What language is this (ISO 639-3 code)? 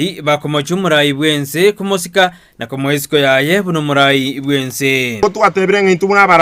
guz